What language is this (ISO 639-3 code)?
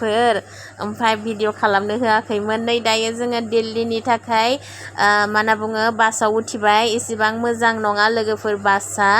brx